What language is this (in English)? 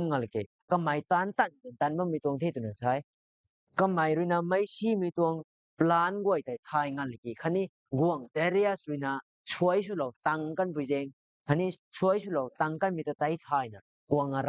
Rongmei Naga